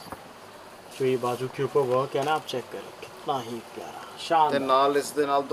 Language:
Punjabi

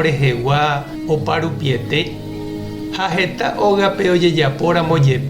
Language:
Guarani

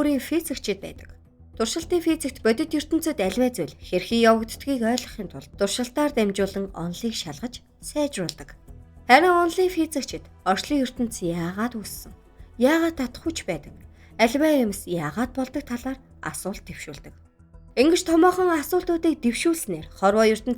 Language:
Mongolian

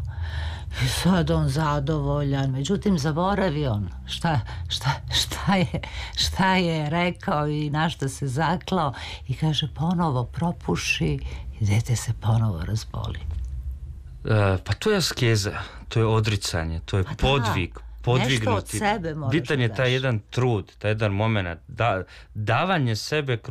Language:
Serbian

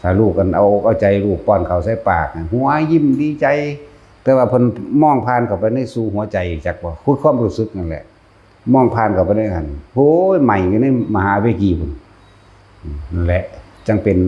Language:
Northeastern Thai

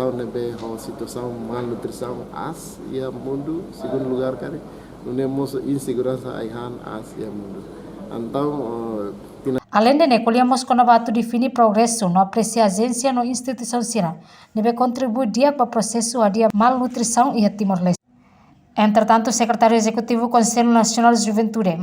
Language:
Tetum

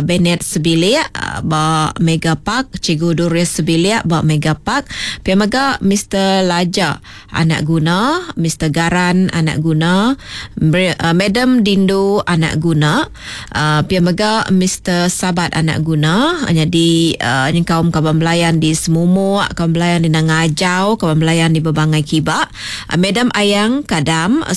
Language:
Iban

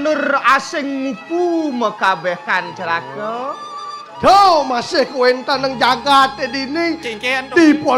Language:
Balinese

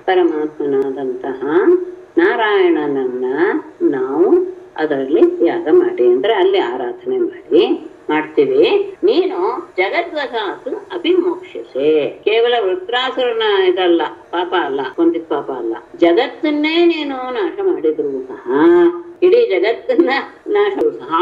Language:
Kannada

